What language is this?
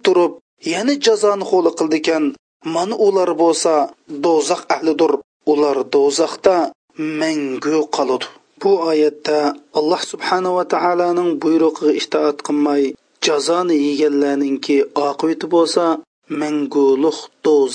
Uyghur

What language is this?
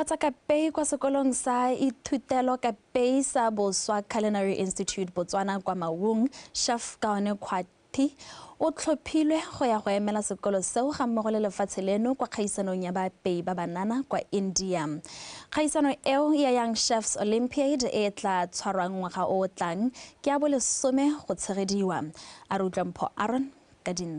Tswana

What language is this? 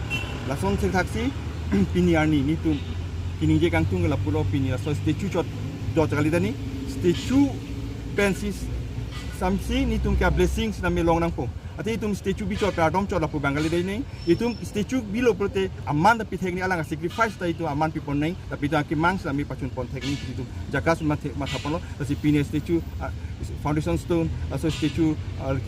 Karbi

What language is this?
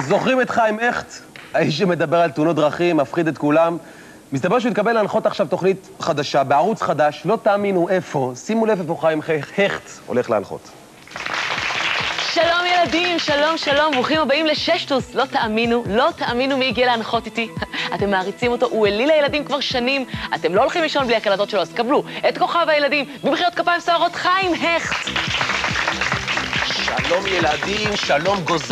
Hebrew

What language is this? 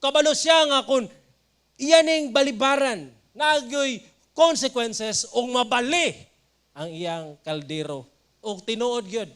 Cebuano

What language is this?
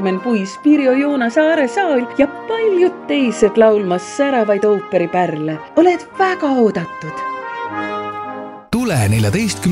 Estonian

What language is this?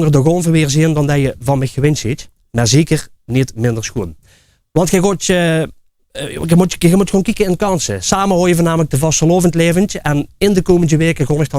Limburgish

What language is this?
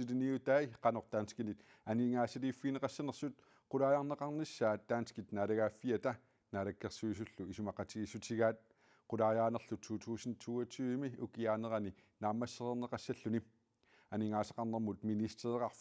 Kalaallisut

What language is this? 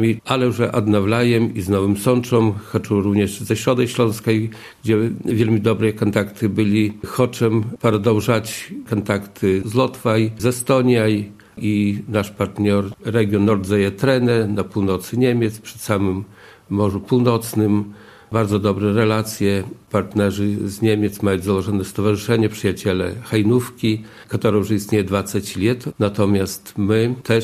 Belarusian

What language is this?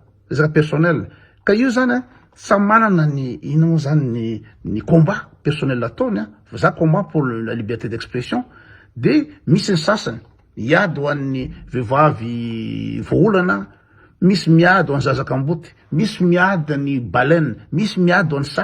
Malagasy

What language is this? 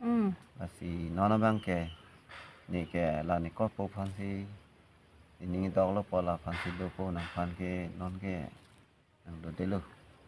Karbi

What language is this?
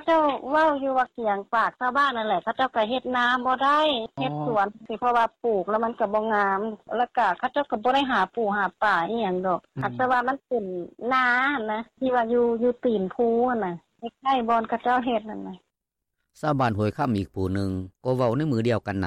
Lao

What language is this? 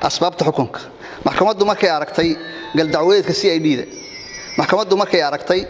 Somali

